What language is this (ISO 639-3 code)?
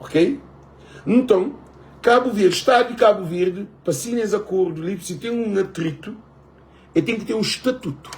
kea